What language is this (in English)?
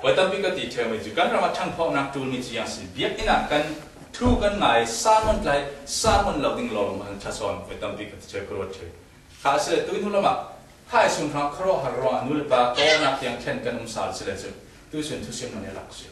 Falam Chin